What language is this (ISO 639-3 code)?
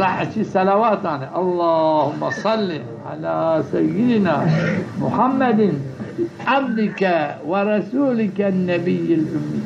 zza